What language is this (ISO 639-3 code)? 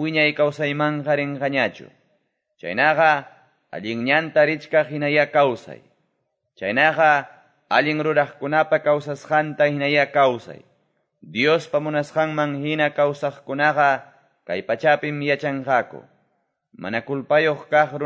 que